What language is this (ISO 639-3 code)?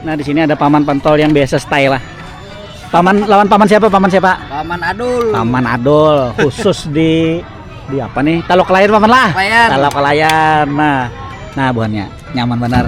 bjn